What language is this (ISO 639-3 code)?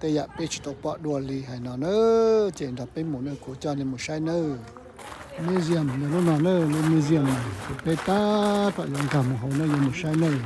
hmn